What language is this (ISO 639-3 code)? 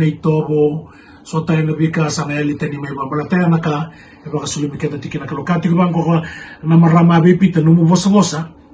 fij